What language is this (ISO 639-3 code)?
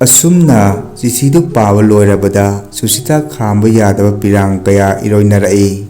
mni